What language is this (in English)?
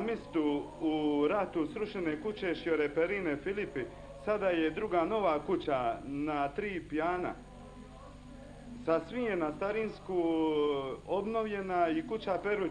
Croatian